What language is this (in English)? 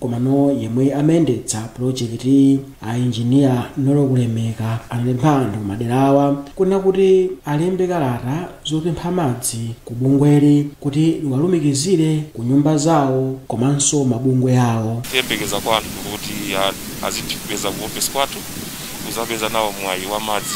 Nyanja